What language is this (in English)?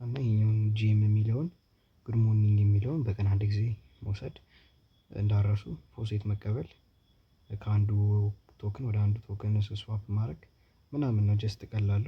Amharic